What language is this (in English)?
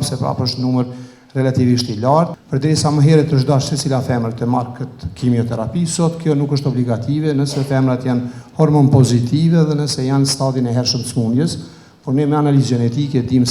Albanian